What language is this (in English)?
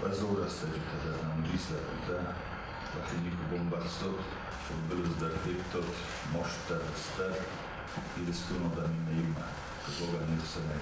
Ossetic